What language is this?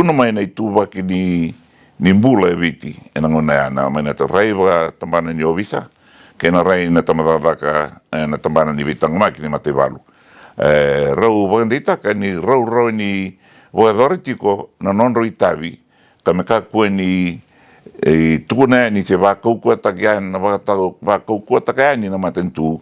Fijian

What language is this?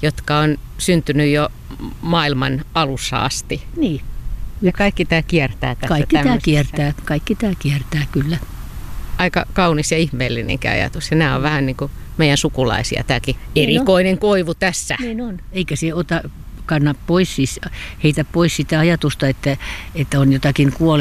Finnish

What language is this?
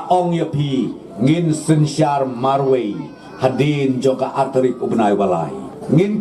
Khasi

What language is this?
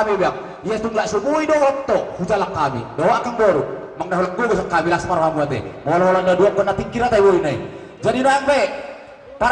Batak Toba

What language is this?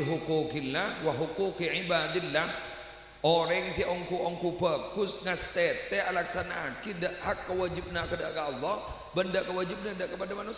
Madurese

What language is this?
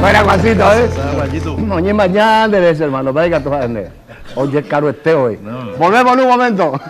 Guarani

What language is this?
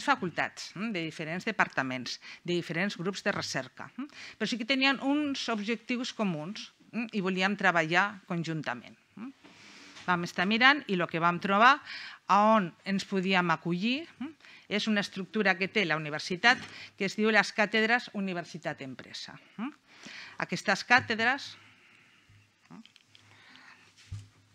Catalan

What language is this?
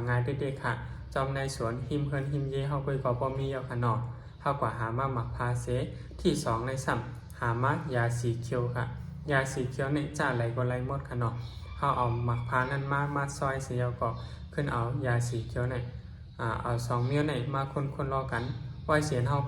Shan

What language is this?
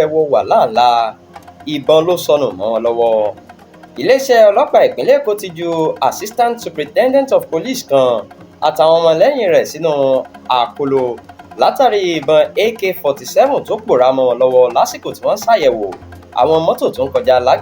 Yoruba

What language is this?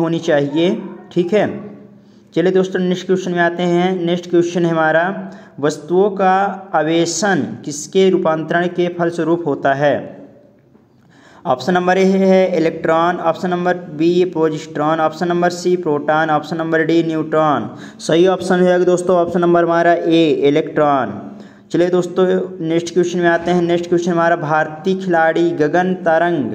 Hindi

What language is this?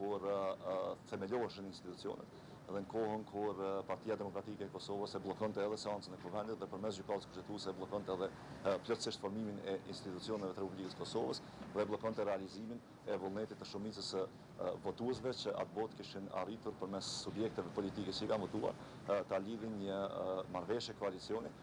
Albanian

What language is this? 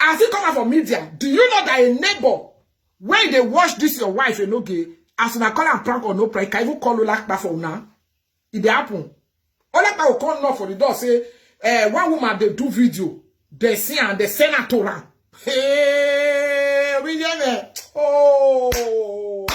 Nigerian Pidgin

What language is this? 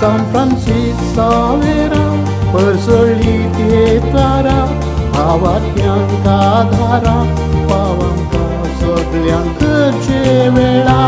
Konkani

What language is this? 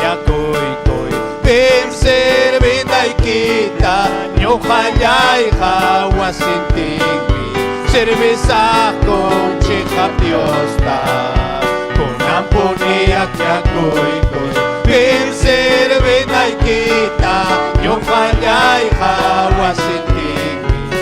Ayacucho Quechua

